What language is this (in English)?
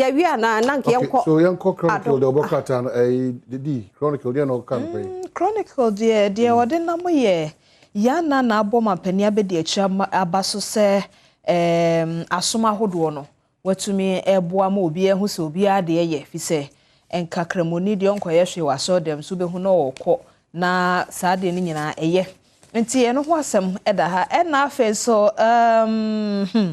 Akan